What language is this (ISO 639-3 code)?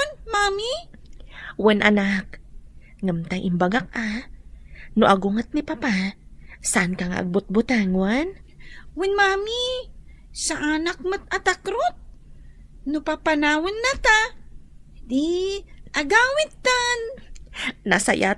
ilo